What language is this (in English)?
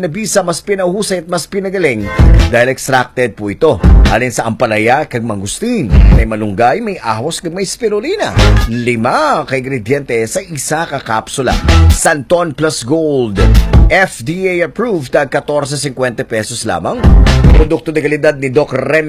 Hiligaynon